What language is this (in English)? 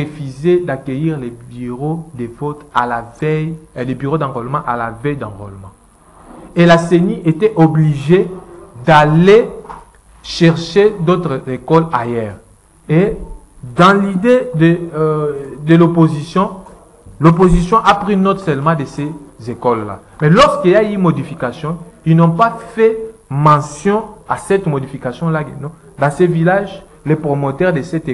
French